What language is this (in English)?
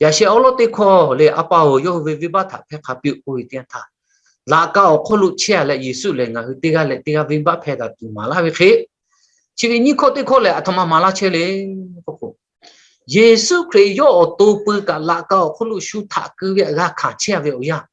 Lahu